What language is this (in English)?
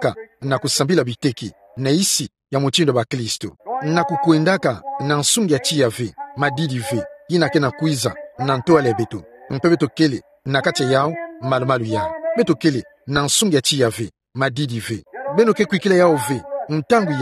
Kituba (Democratic Republic of Congo)